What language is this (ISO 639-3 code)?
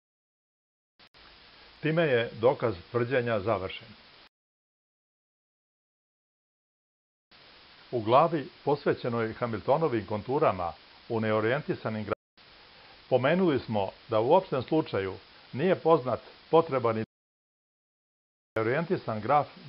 srp